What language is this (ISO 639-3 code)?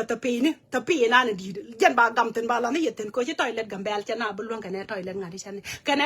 nus